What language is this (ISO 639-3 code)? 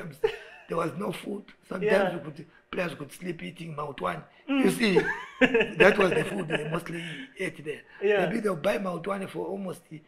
eng